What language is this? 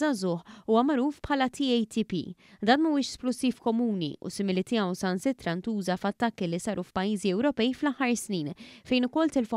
Maltese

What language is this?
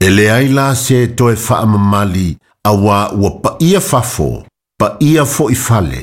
Samoan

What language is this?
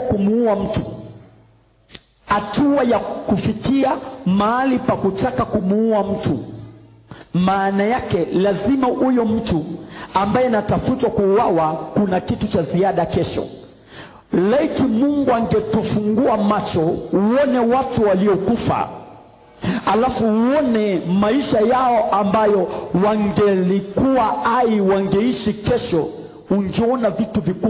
Swahili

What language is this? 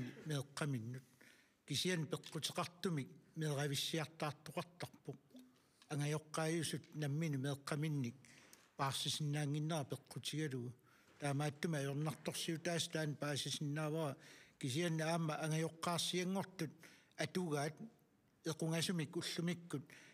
Kalaallisut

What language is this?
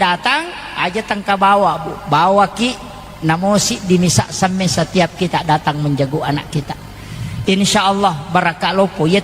Buginese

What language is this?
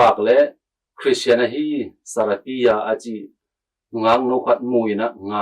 Tedim Chin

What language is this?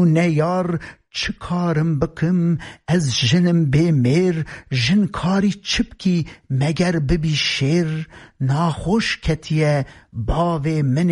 Kurdish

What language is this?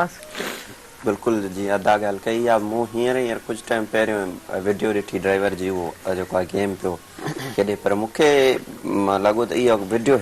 Sindhi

